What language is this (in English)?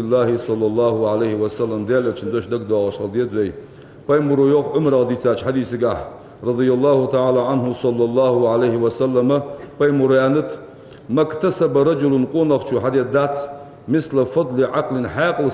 Ingush